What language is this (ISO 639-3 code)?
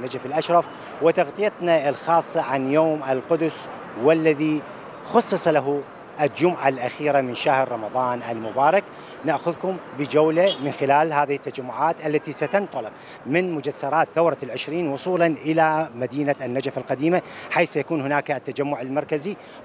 ara